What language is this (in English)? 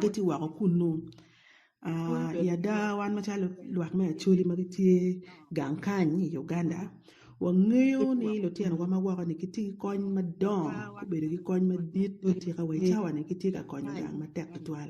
Acoli